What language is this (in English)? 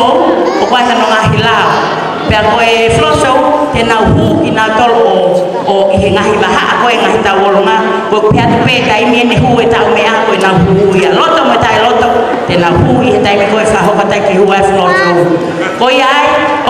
Tongan